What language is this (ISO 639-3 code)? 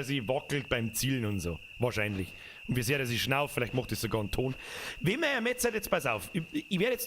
bar